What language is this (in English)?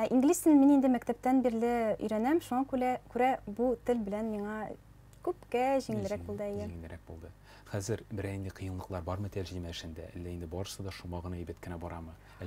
Tatar